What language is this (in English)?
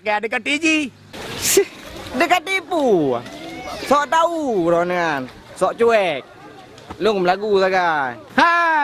Achinese